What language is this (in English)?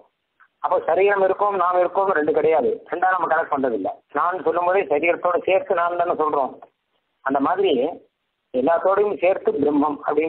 Tamil